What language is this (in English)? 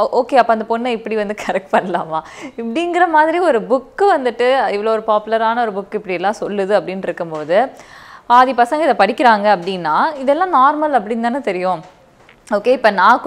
Tamil